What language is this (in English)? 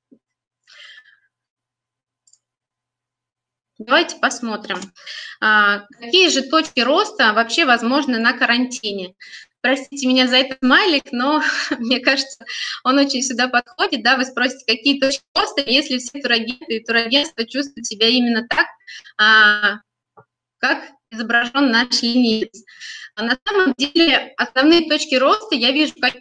Russian